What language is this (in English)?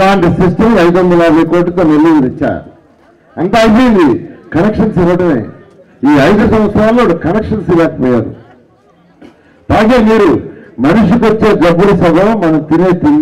Telugu